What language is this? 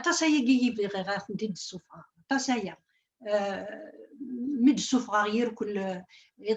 Kabyle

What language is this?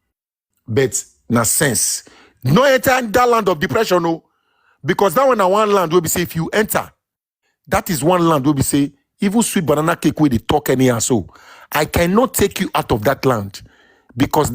Nigerian Pidgin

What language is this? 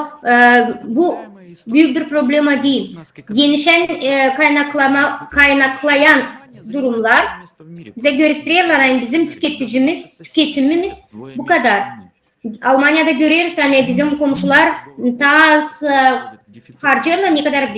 Gagauz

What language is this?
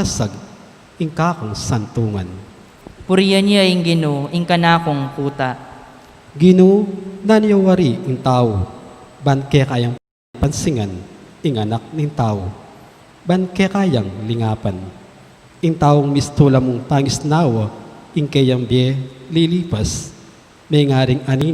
Pampanga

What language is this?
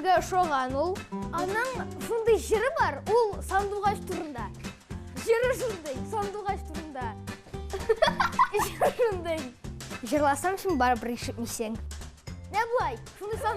Tatar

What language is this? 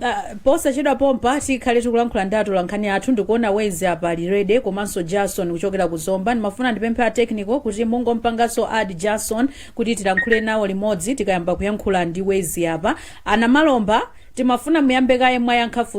Nyanja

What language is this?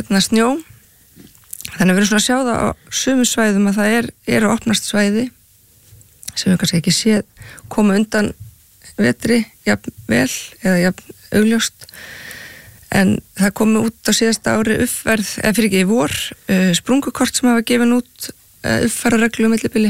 Icelandic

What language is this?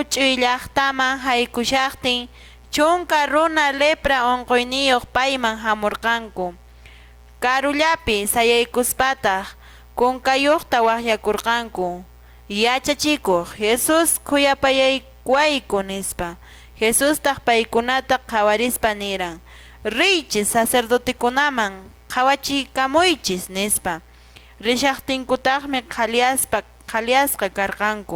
Quechua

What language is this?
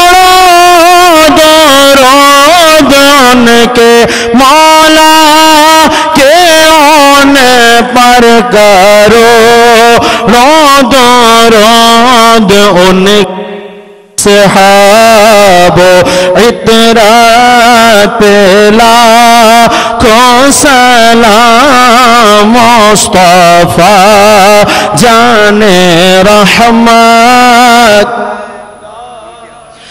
Urdu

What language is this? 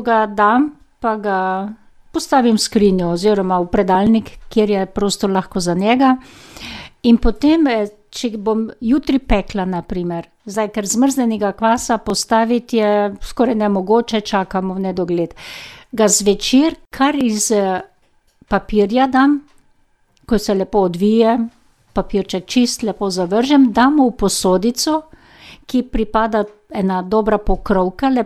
Slovenian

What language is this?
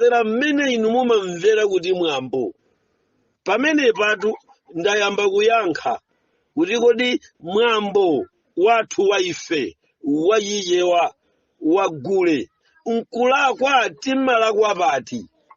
Nyanja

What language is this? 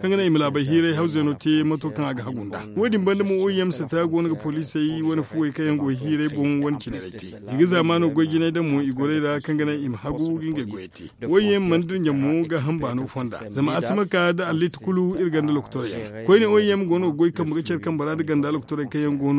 Zarma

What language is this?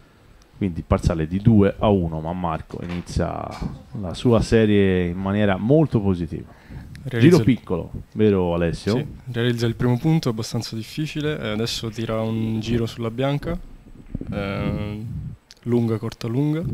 Italian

